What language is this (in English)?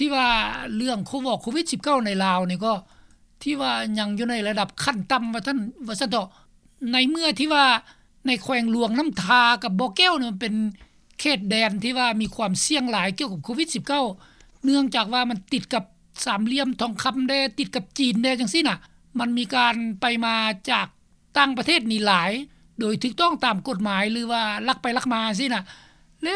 Lao